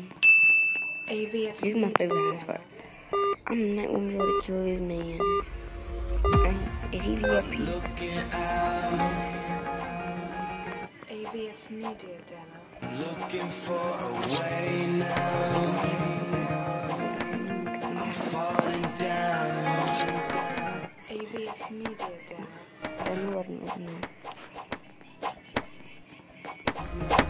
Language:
English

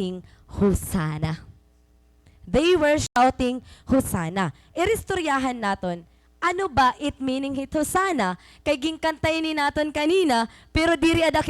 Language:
Waray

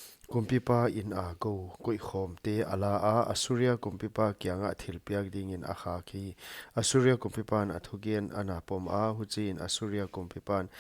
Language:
Paite Chin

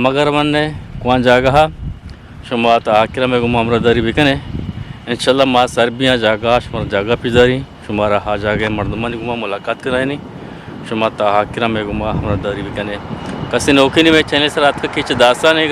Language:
Eastern Balochi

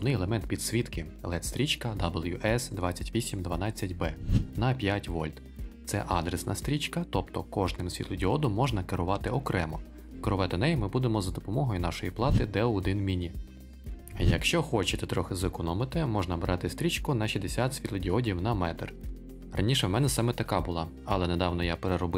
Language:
Ukrainian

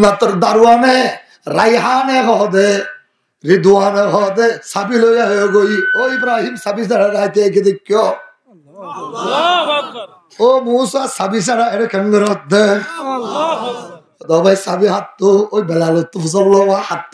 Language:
Rohingya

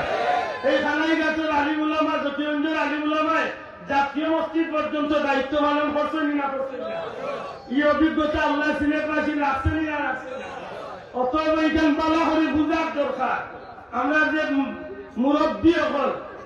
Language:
Sylheti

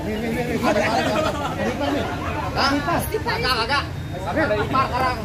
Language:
Betawi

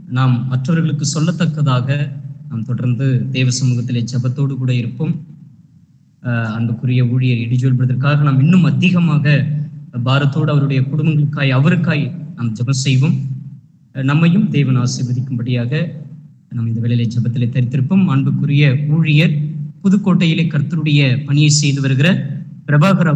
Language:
Tamil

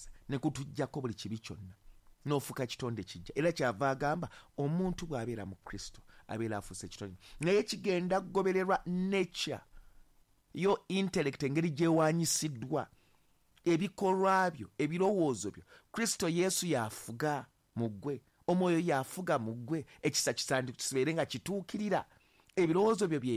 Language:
Ganda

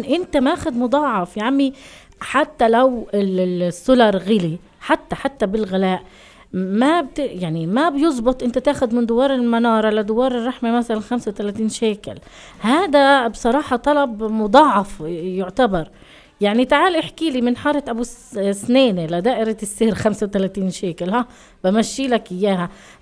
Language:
North Levantine Arabic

